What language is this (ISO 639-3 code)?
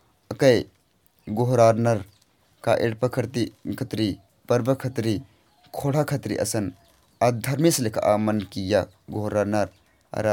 kru